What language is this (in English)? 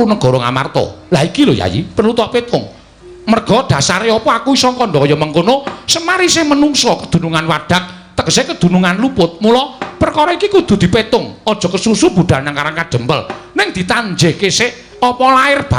Javanese